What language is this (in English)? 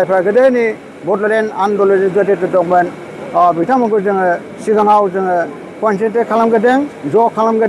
Bodo